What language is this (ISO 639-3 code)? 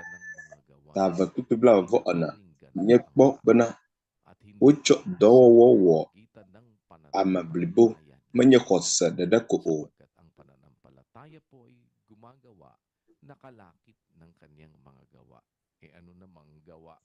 ewe